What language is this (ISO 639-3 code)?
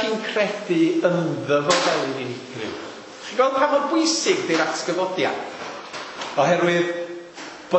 cym